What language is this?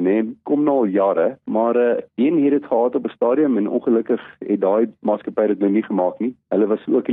Afrikaans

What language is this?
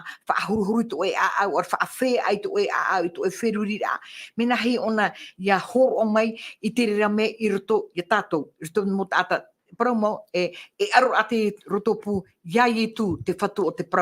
Tahitian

